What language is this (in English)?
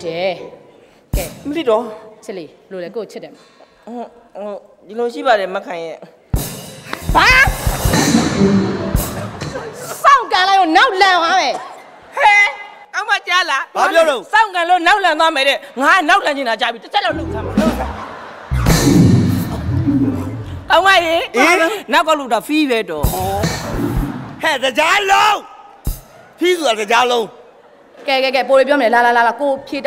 Burmese